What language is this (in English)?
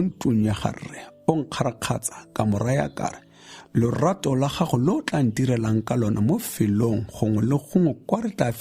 Tswana